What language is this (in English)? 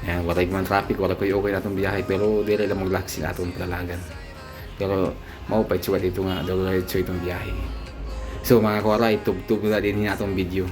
Waray